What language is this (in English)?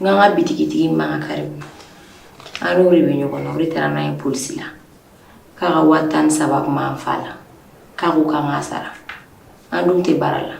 Bambara